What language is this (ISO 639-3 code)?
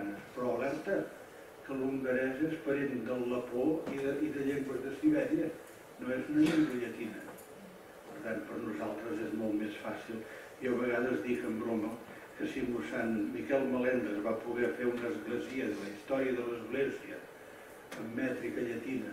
cat